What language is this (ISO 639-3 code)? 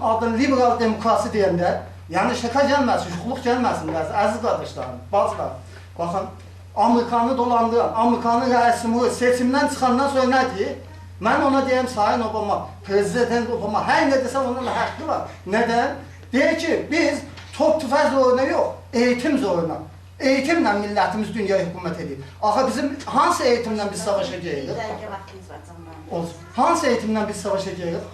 azb